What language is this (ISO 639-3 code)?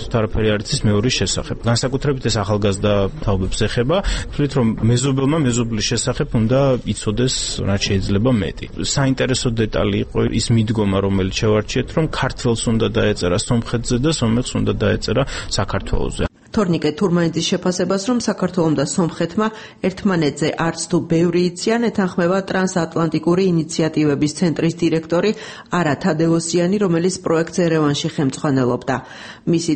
kat